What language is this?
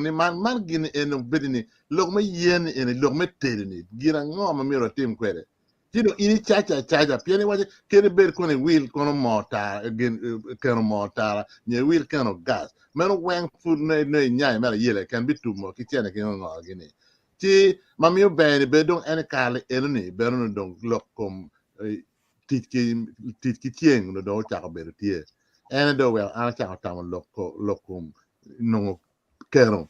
Acoli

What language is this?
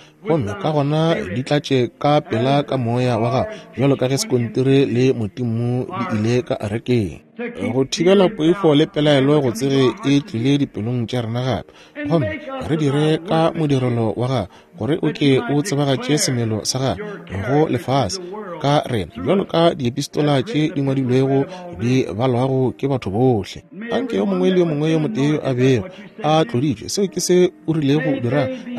Northern Sotho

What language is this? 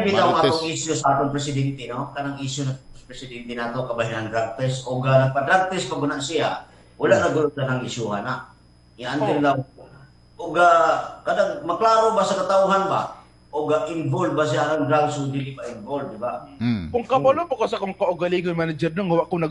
Cebuano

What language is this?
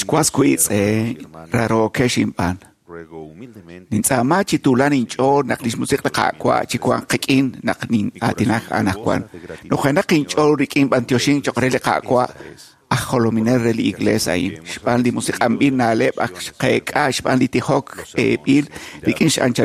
Kekchí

